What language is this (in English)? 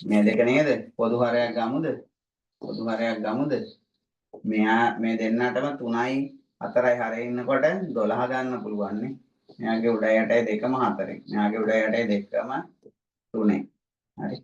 Sinhala